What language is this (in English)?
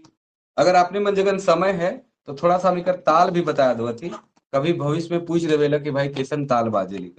Sadri